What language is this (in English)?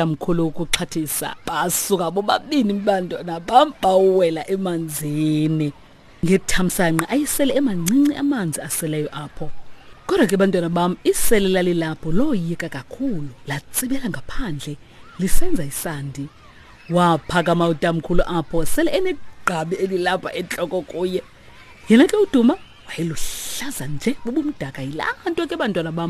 Xhosa